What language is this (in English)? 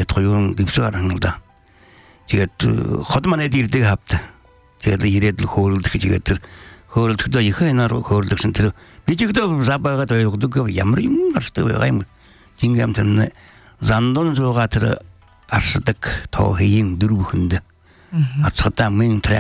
Belarusian